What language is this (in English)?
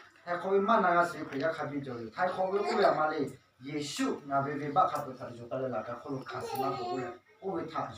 Lahu